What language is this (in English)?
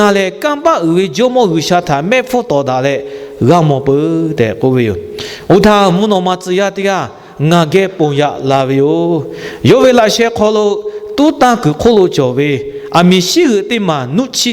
Lahu